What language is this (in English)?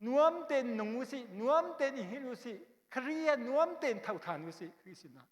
Hakha Chin